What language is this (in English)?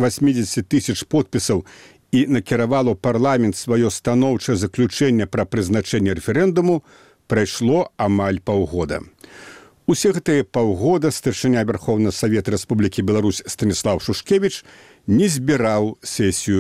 Belarusian